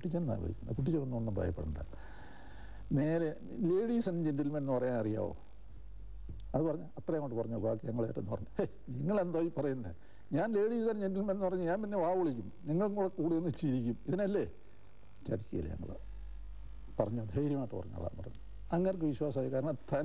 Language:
Malayalam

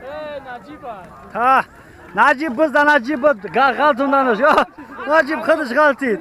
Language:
Tajik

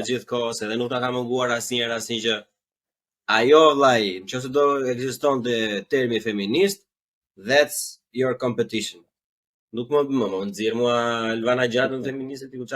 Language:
Albanian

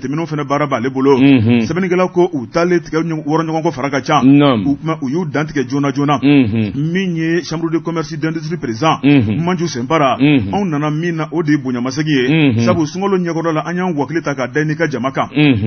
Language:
Bambara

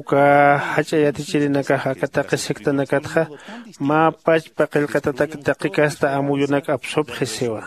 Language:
Aymara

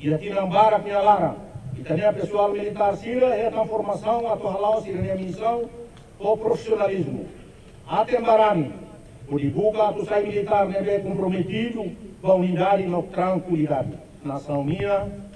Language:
Tetum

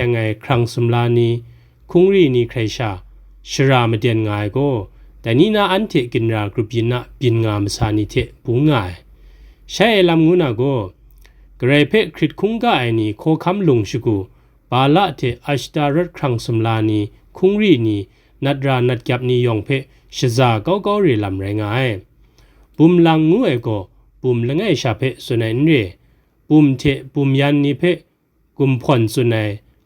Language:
Kachin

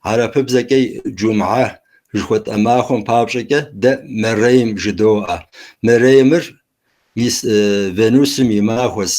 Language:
Kabardian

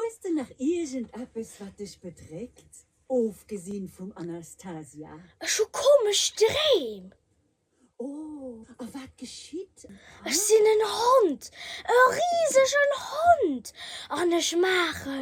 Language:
Luxembourgish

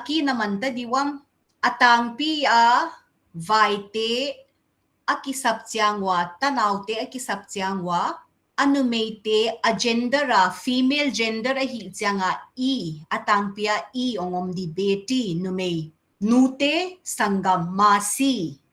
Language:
Paite Chin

